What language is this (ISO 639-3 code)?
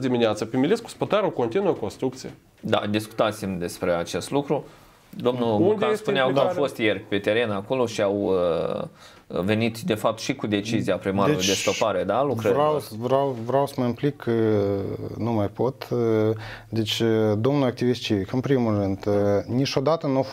ron